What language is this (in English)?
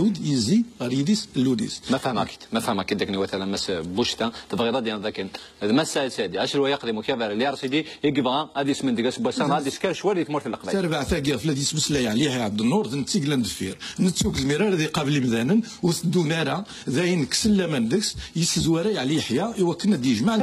Kabyle